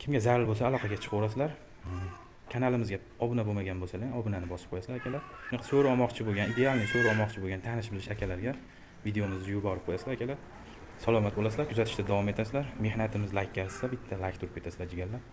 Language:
Uzbek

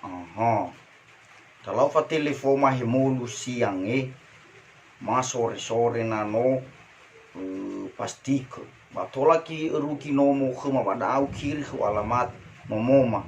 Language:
Nias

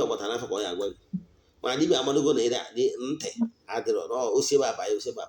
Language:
Igbo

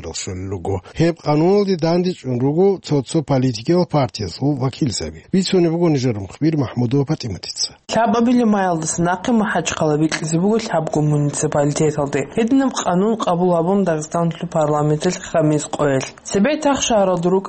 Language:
Avaric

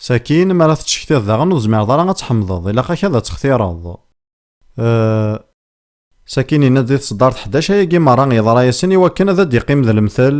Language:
Kabyle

